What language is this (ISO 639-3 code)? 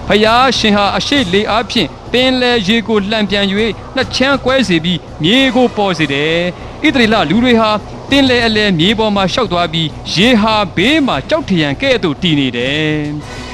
mya